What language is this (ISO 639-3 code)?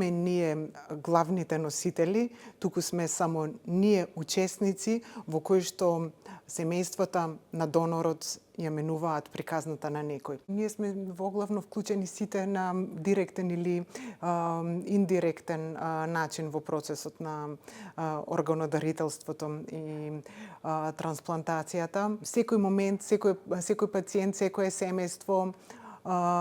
mkd